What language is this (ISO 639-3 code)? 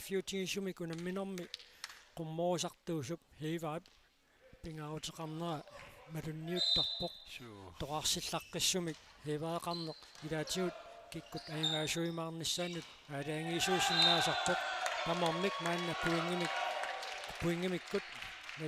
kal